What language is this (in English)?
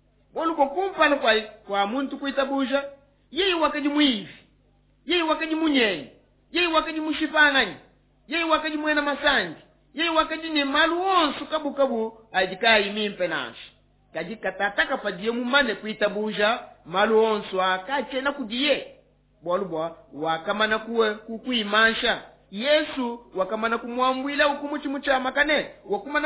Luba-Lulua